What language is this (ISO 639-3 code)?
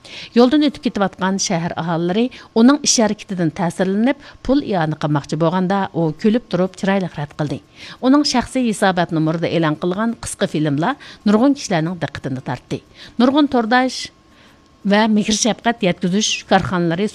uig